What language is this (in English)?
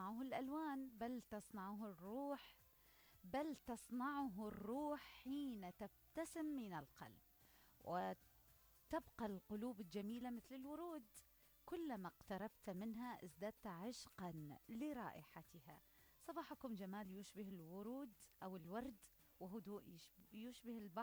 Mesopotamian Arabic